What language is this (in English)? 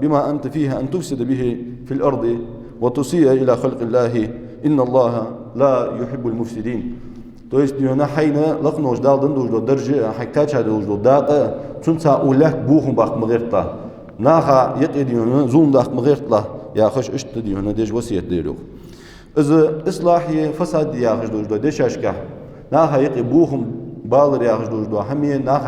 Ingush